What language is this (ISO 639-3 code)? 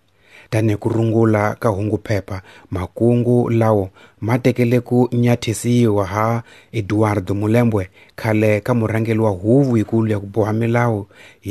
tso